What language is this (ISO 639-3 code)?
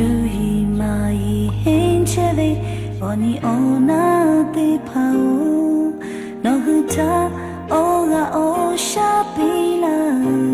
lhu